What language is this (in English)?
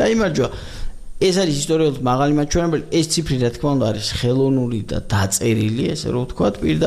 Georgian